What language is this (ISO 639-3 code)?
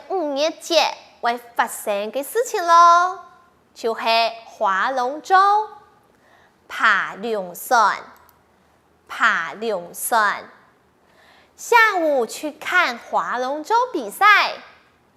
hak